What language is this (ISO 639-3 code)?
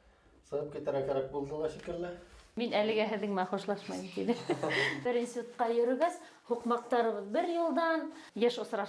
bak